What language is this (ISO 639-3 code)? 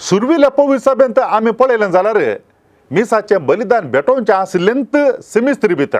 kok